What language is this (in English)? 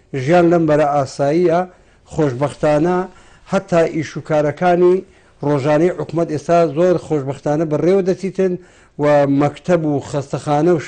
Central Kurdish